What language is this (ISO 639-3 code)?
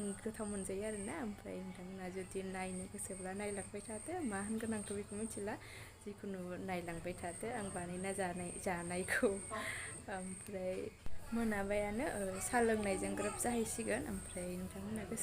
brx